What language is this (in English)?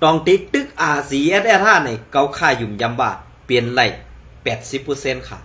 Shan